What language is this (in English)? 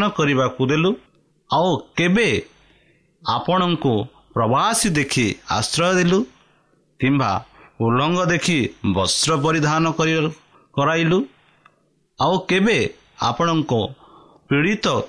Odia